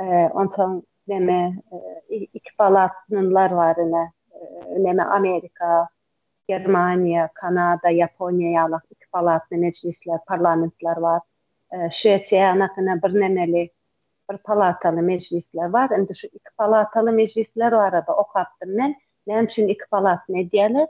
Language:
Turkmen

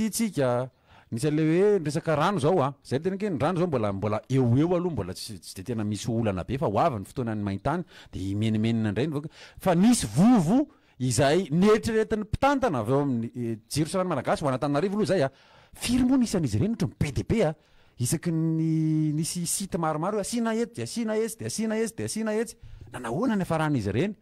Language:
Malagasy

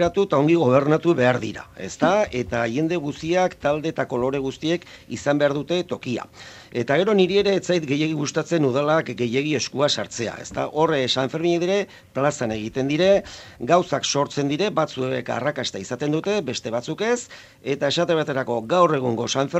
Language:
Basque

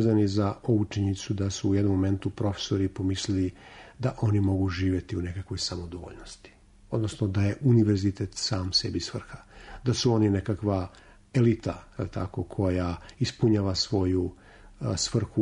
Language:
Serbian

